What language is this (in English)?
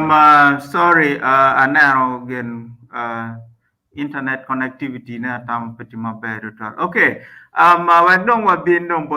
Acoli